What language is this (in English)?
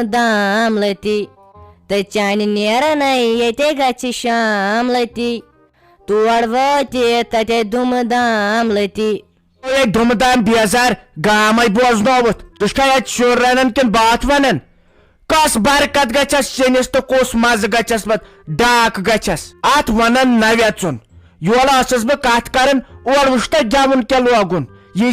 Kashmiri